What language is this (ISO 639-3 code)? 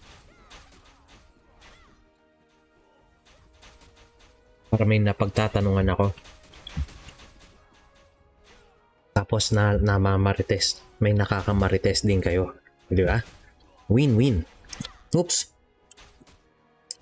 fil